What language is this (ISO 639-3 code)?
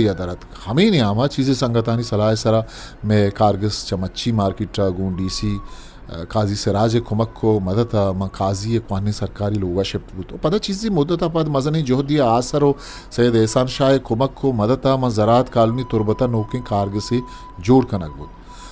bgp